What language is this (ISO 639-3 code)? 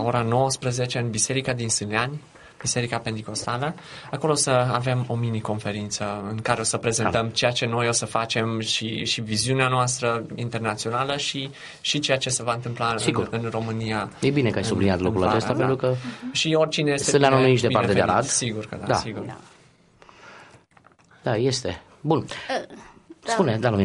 ron